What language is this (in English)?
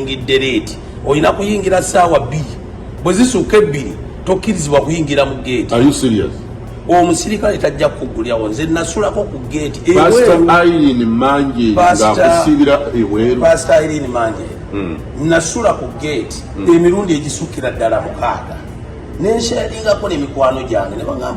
Ganda